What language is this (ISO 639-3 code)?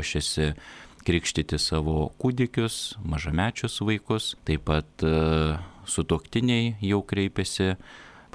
lit